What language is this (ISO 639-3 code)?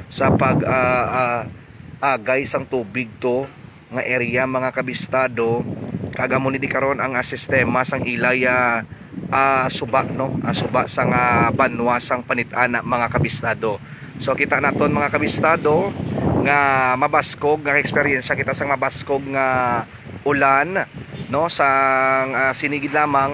hil